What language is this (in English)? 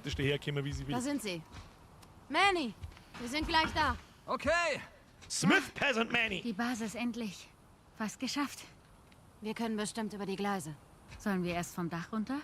Bavarian